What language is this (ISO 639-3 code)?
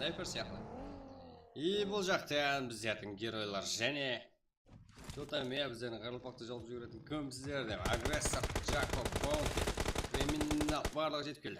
kaa